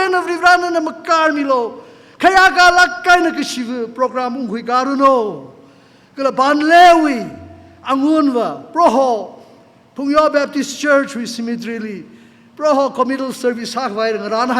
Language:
Tangkhul Naga (India)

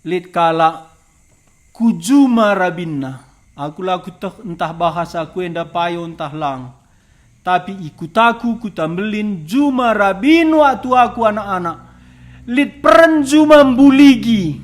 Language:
Batak Karo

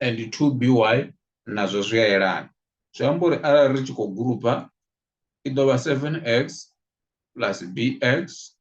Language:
Venda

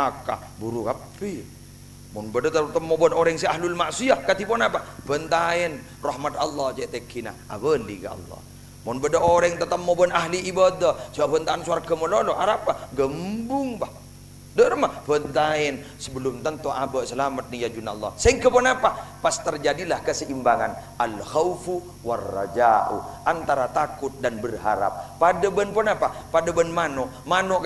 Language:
Madurese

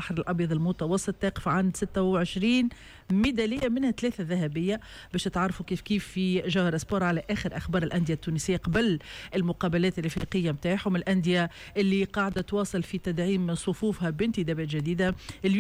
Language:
Tunisian Arabic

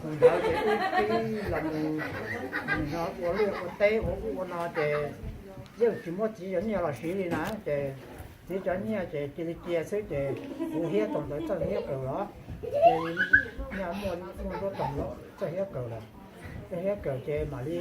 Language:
Hmong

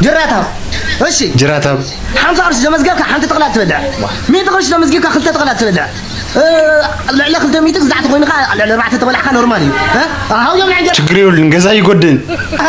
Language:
Tigrinya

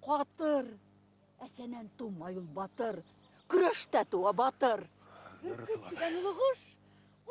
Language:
Bashkir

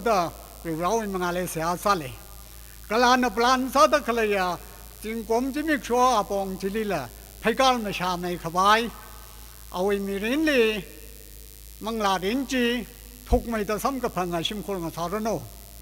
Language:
Tangkhul Naga (India)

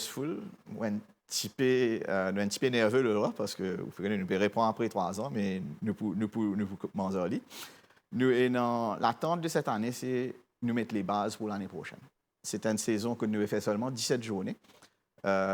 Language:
Morisyen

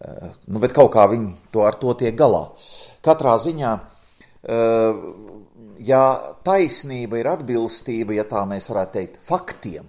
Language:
Latvian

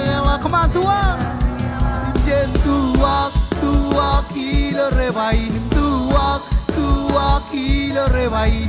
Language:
Marshallese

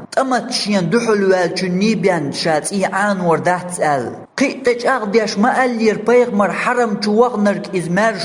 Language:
Chechen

